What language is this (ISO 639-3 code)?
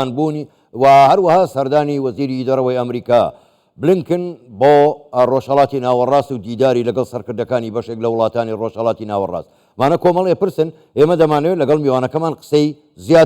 ckb